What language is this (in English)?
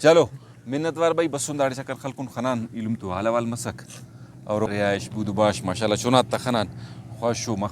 Brahui